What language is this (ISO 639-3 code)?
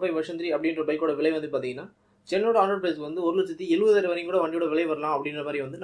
tam